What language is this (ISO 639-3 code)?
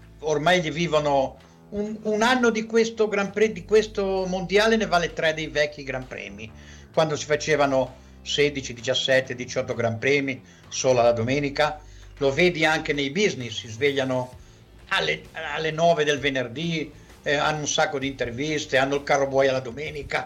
ita